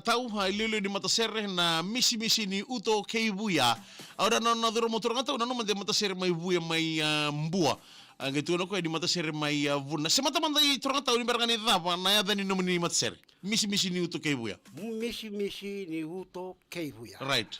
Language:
Fijian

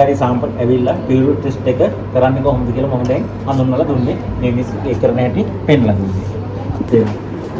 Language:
Sinhala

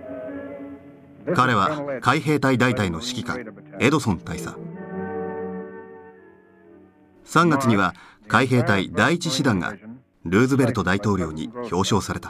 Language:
Japanese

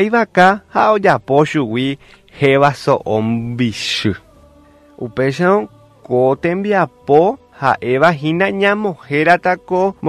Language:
Guarani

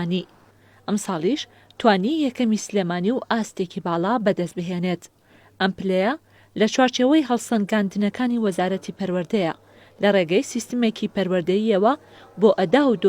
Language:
Central Kurdish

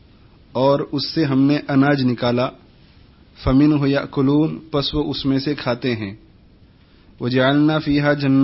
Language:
Urdu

